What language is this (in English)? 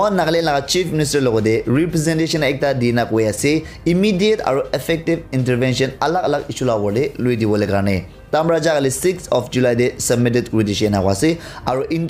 Naga Pidgin